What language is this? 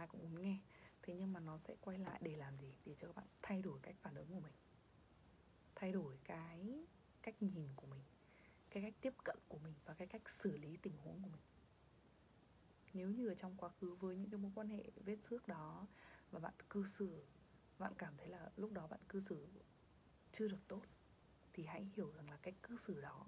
Vietnamese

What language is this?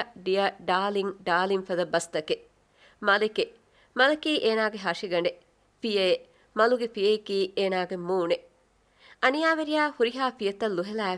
Divehi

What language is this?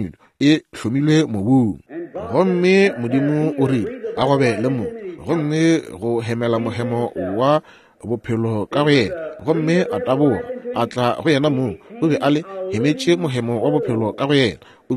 Northern Sotho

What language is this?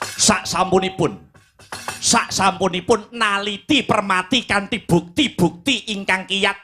Javanese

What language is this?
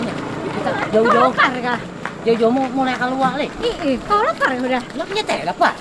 Banjar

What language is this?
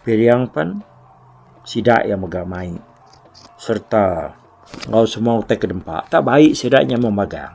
Iban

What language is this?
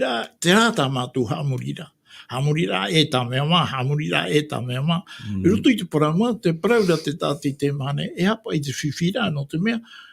Tahitian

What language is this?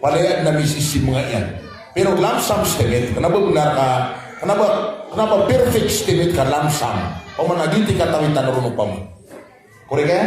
Maranao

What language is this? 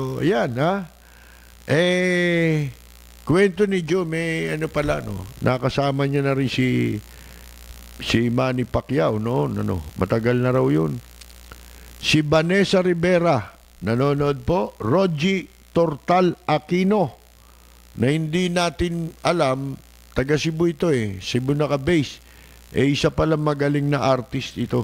Filipino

